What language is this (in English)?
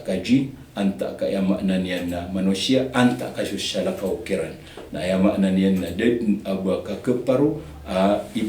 Maranao